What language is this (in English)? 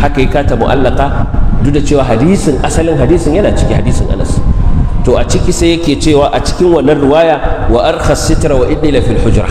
Hausa